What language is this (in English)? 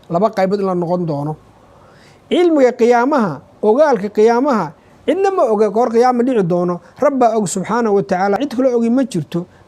Somali